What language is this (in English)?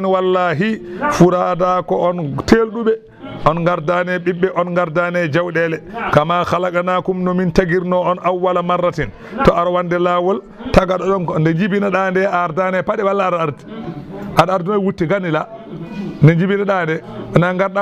Fula